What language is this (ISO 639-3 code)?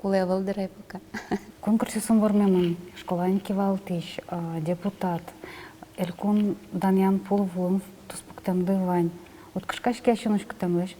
udm